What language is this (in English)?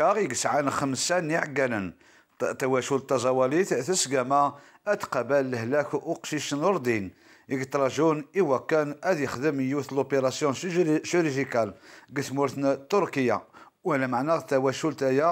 Kabyle